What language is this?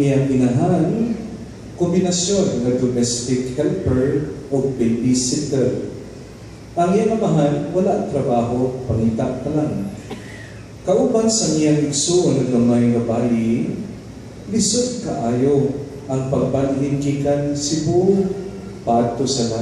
Cebuano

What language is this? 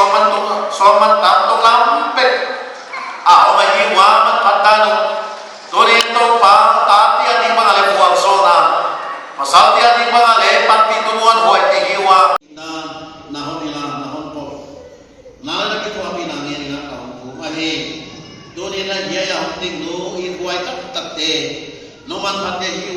Paite Chin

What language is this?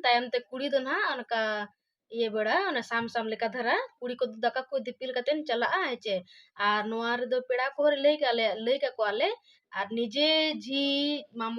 Santali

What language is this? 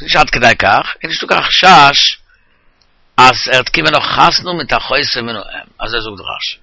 Yiddish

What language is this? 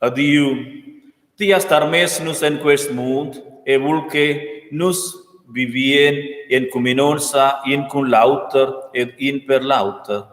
Romansh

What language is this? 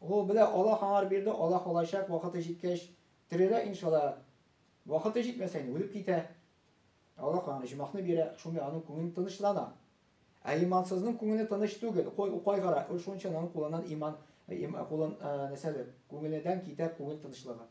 Tatar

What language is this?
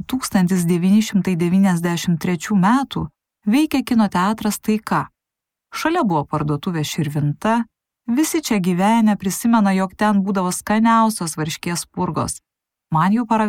Lithuanian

